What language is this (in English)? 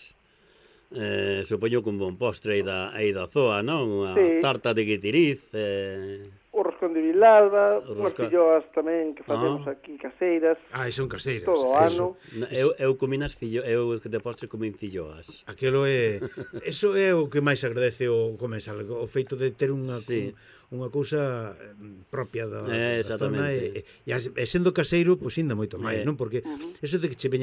Galician